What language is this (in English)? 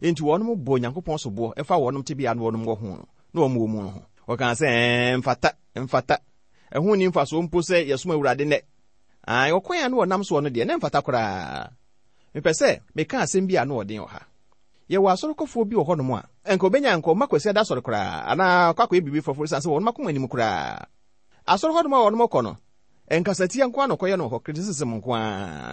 Akan